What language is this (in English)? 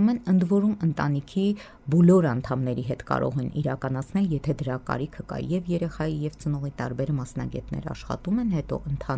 Armenian